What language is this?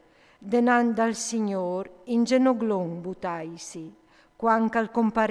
Friulian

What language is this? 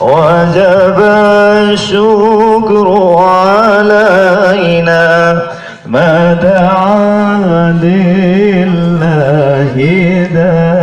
Achinese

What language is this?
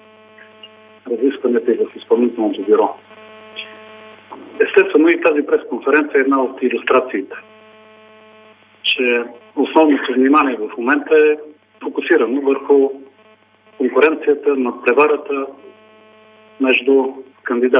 Bulgarian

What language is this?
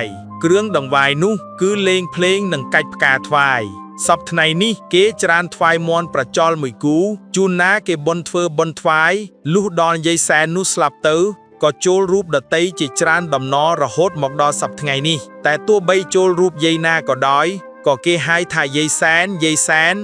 Khmer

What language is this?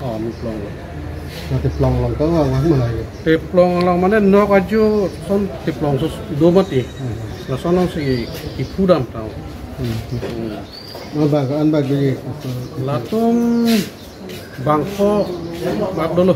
Karbi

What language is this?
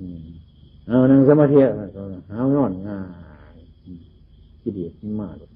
Northeastern Thai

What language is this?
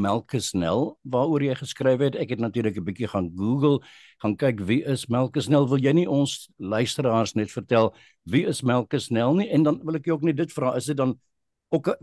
Afrikaans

